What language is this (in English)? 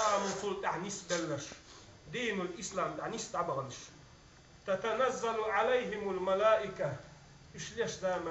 Chechen